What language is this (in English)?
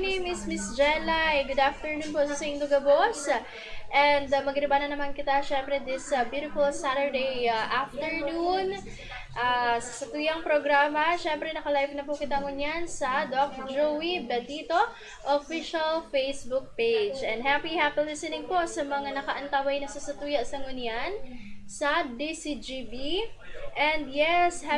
Bikol